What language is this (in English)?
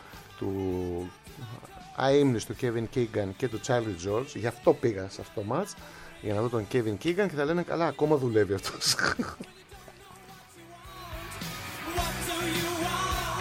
Greek